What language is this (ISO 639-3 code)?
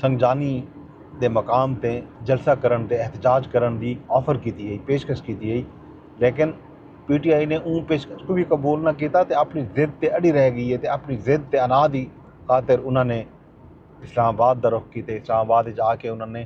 skr